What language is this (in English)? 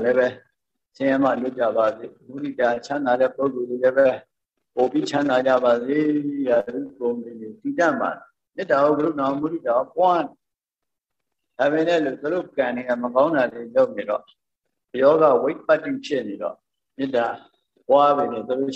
Burmese